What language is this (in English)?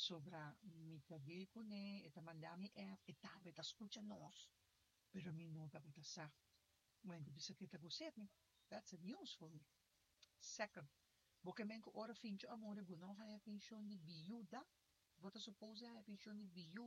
Papiamento